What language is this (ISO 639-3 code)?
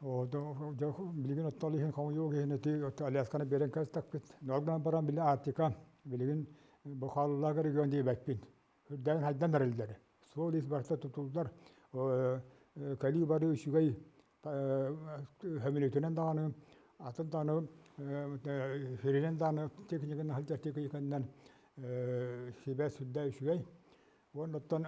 sah